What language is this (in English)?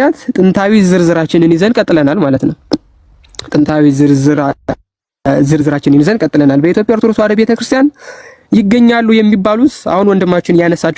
Amharic